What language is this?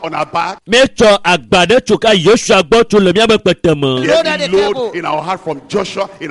Ewe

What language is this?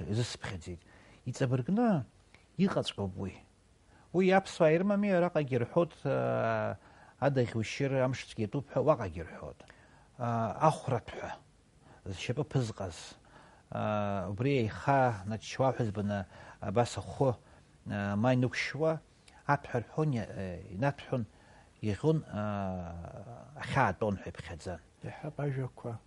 Abkhazian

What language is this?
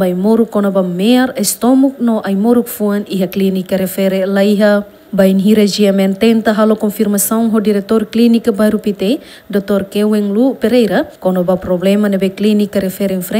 Tetum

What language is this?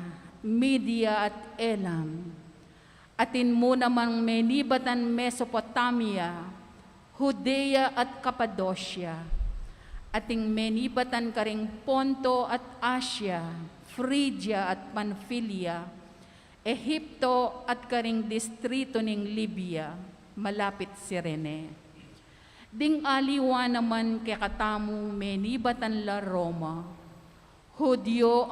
Pampanga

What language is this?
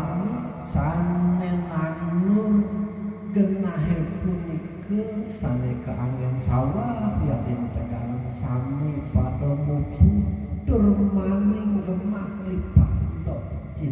Balinese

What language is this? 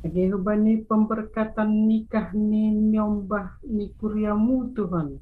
Batak Simalungun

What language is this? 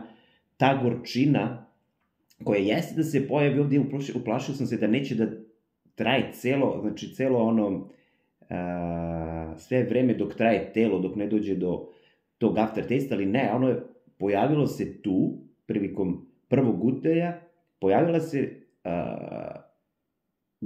Serbian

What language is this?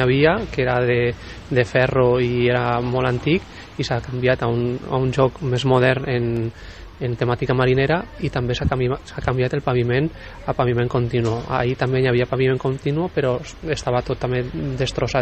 Catalan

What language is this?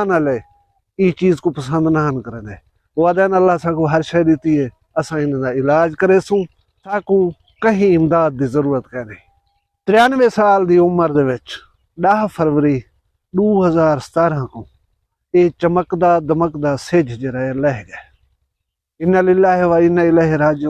Saraiki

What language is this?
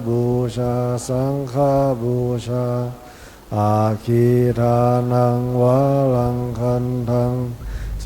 Pali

